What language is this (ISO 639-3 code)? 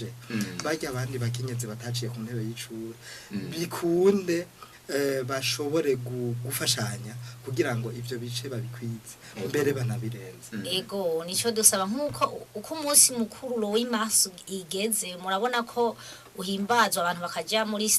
run